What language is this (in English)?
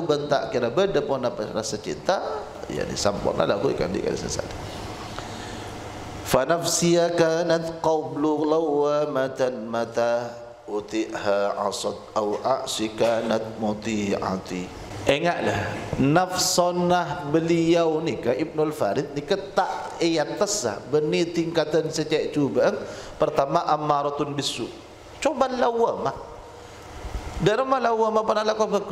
Madurese